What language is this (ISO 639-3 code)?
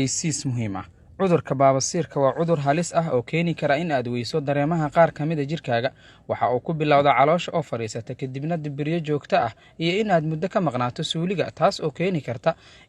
som